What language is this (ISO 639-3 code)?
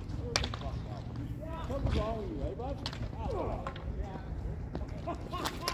eng